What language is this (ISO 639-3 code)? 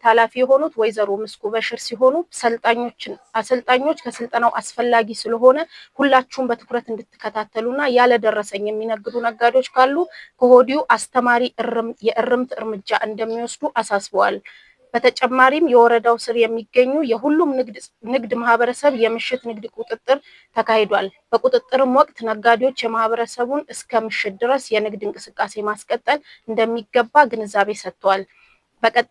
amh